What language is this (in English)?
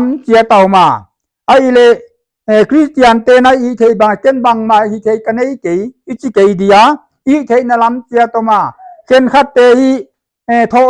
Paite Chin